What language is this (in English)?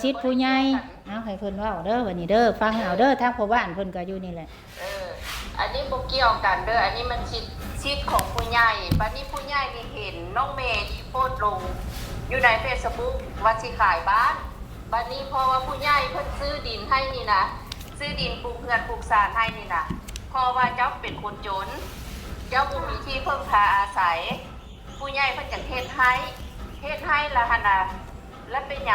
Northeastern Thai